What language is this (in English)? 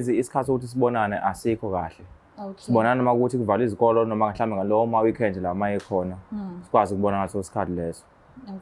Zulu